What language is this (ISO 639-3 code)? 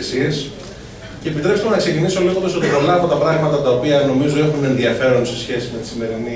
ell